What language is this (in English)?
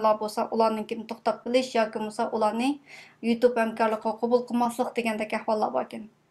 Uyghur